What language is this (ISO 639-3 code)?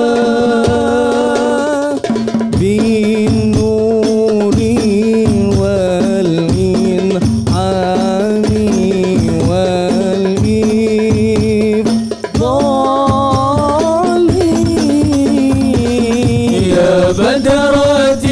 msa